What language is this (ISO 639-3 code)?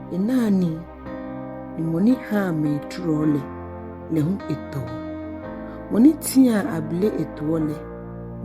gaa